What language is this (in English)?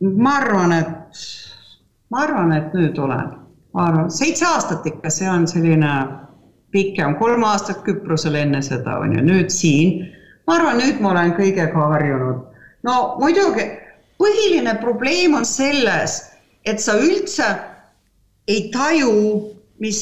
Estonian